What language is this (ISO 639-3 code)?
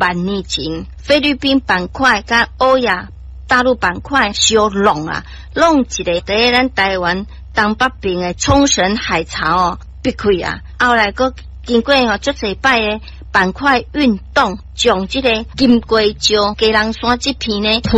nan